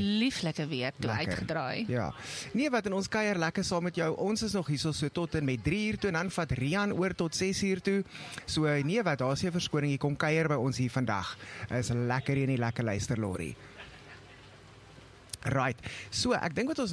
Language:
Afrikaans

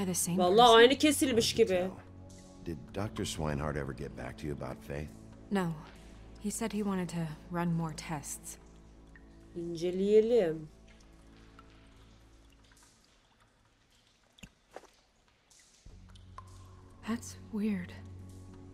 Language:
Turkish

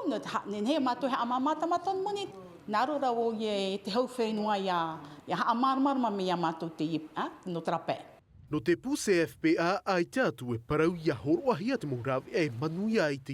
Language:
Tahitian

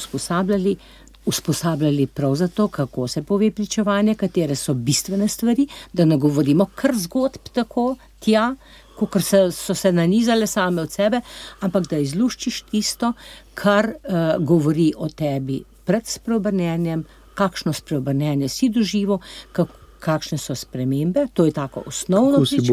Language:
Slovenian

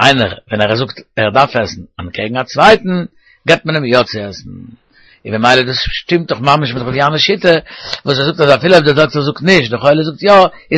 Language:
Yiddish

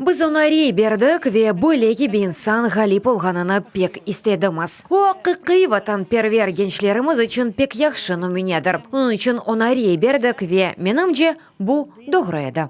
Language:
Crimean Tatar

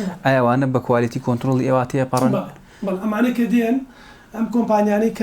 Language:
Central Kurdish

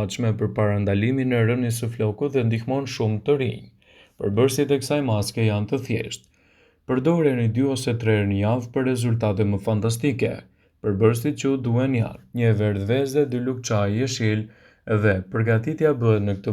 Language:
Albanian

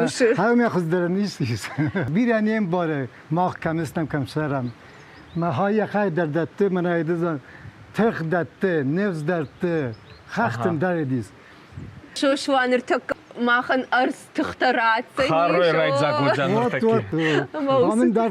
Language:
Ossetic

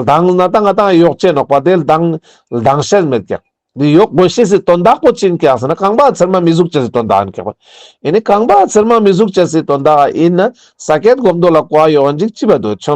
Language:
Ladakhi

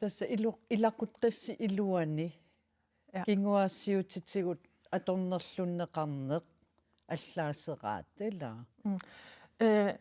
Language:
Kalaallisut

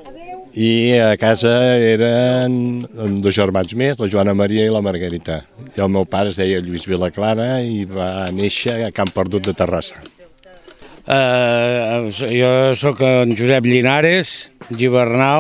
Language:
Catalan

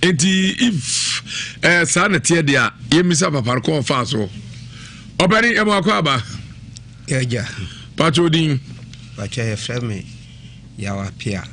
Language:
Akan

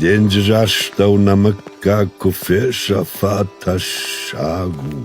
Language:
Ossetic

